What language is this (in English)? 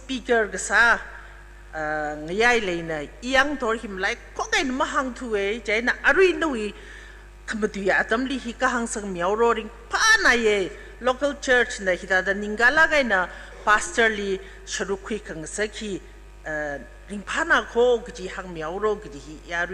Tangkhul Naga (India)